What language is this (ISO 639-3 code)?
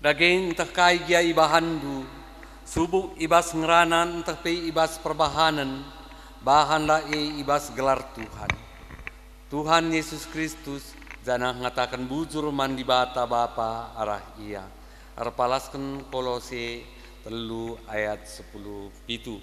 btx